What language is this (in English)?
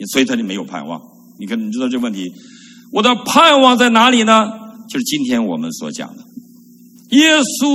Chinese